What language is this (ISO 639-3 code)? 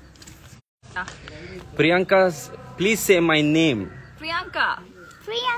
kan